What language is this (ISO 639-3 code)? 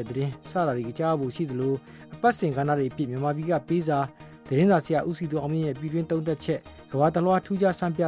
mya